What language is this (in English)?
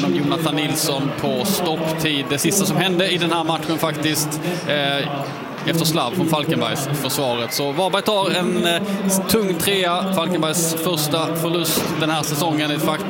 Swedish